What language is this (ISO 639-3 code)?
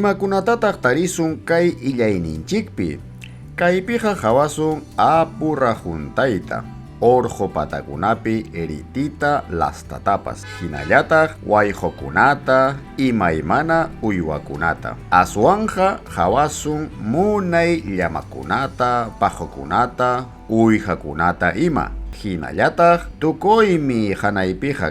quy